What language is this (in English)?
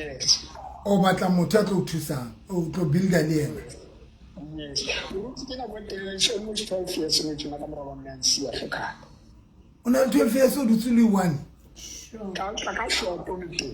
Southern Sotho